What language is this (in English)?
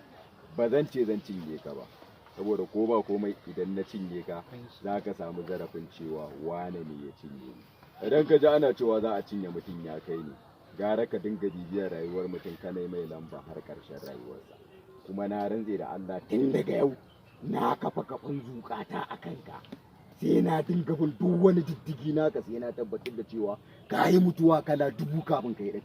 Hausa